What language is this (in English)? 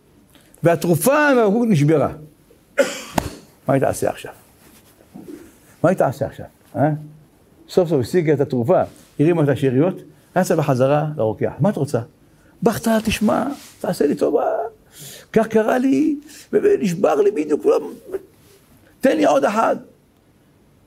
Hebrew